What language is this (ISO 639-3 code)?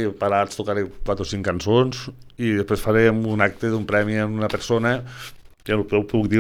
cat